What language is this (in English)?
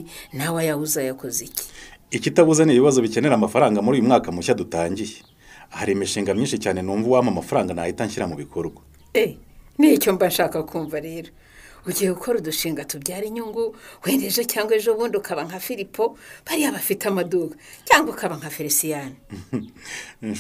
Kinyarwanda